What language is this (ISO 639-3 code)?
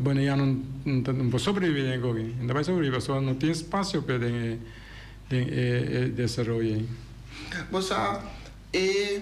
pap